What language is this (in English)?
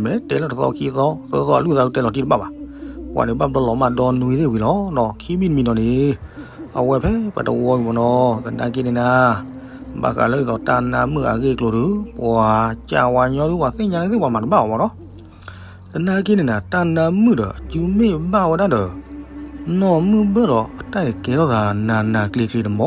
S'gaw Karen